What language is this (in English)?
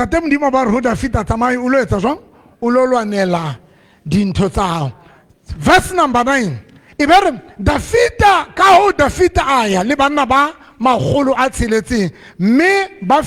Southern Sotho